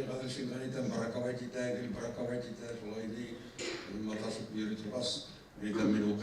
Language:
Bashkir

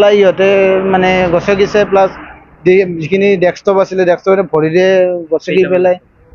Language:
Assamese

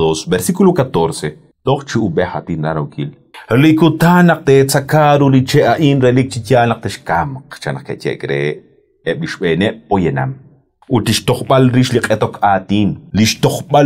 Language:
Kekchí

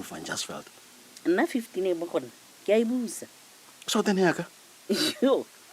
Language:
Tswana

